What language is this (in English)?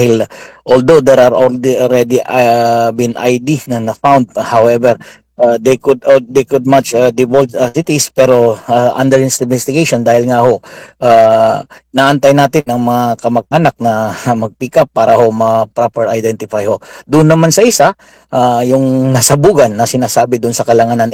Filipino